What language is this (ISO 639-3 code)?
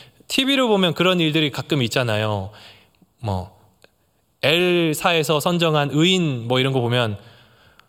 kor